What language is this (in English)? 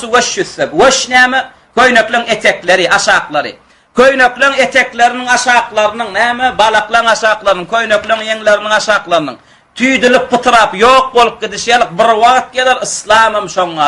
Turkmen